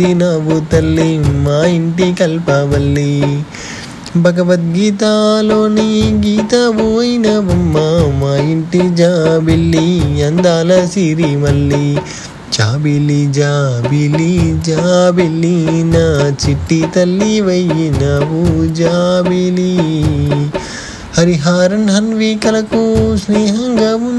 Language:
Telugu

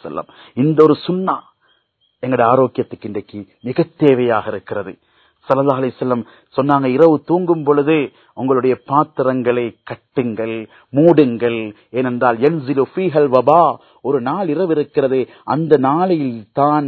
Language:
Tamil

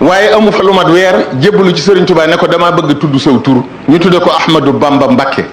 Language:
Wolof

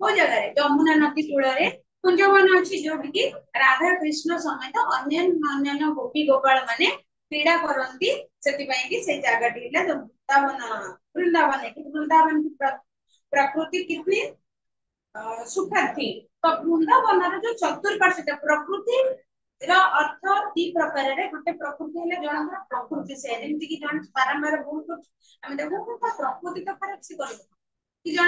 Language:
Odia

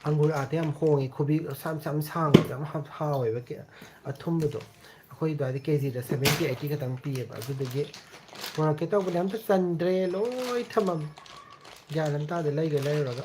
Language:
Manipuri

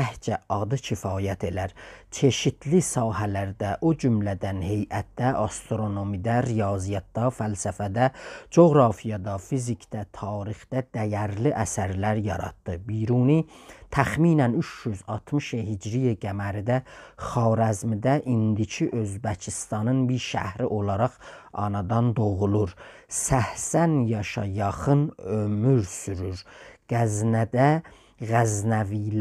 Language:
South Azerbaijani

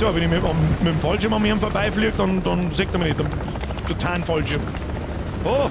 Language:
Bavarian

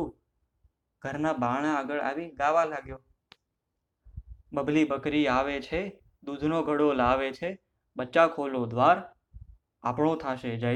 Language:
Gujarati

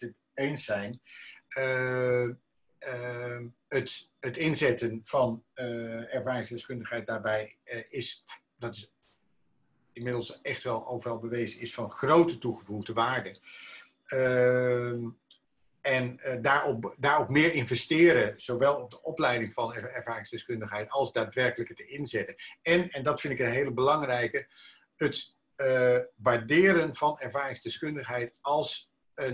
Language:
Dutch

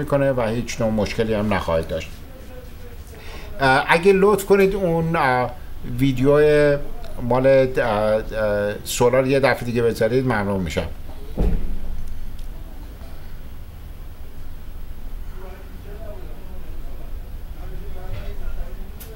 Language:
Persian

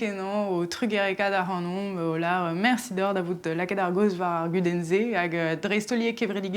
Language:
Breton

